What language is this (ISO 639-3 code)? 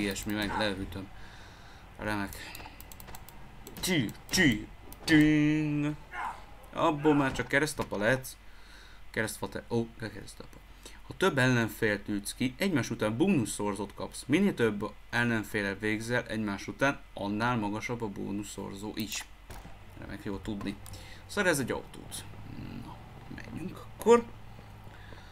hun